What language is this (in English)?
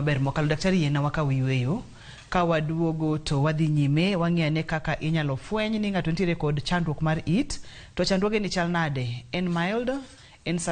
Luo (Kenya and Tanzania)